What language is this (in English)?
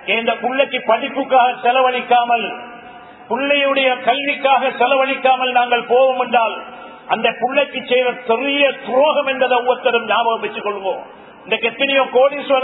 Tamil